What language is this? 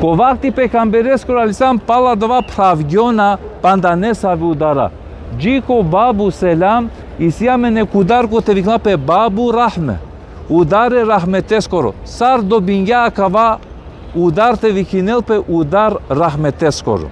Balkan Romani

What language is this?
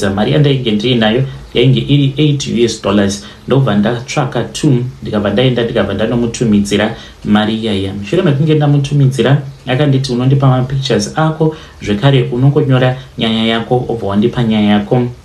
Shona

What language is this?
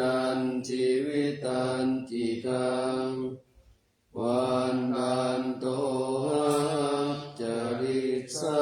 Pali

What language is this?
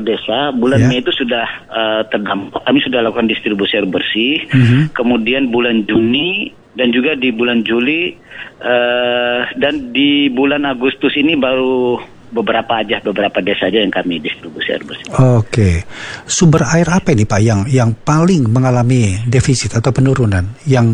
Indonesian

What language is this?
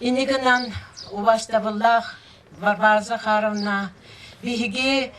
Yakut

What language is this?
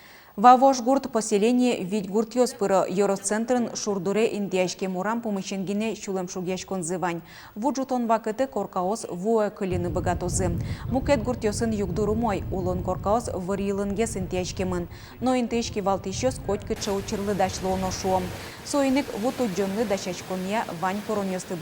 Udmurt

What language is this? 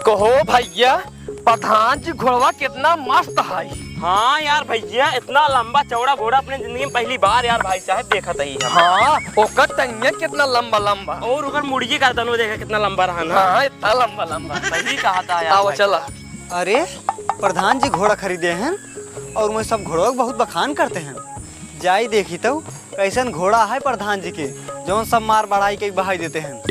Awadhi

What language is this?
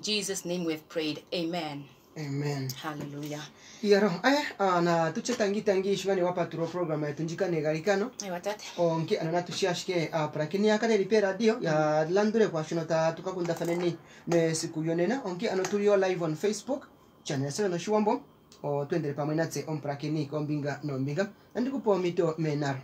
Kuanyama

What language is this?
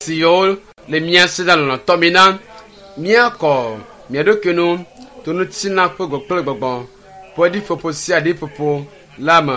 Ewe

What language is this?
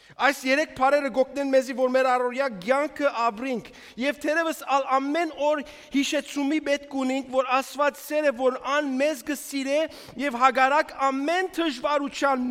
Western Armenian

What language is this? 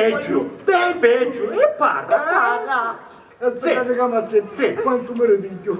Sicilian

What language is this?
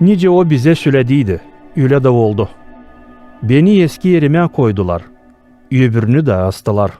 Gagauz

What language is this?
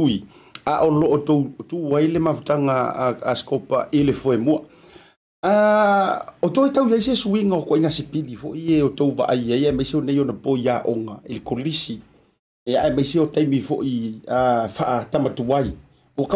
Samoan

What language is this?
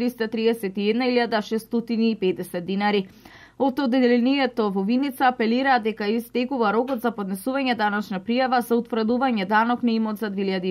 Macedonian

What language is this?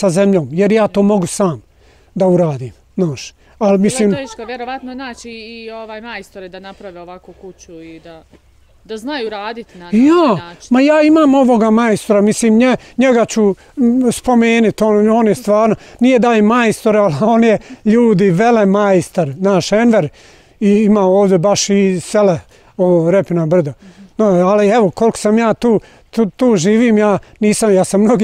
Bosnian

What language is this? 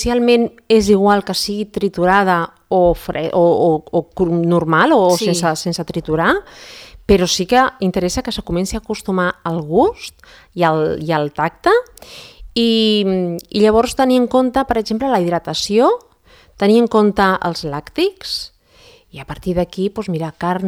Catalan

